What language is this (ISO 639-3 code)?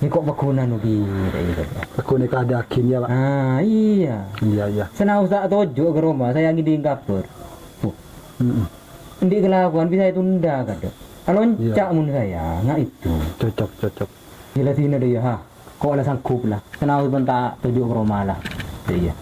mad